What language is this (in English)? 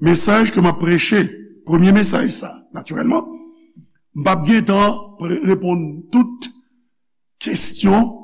Haitian Creole